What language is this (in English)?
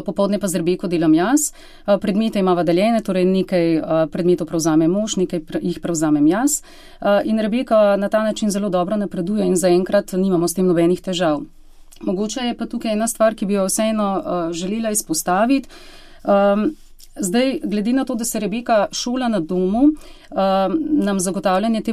Slovenian